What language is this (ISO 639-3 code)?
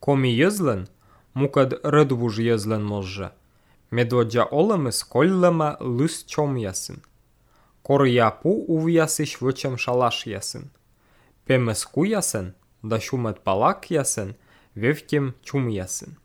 slv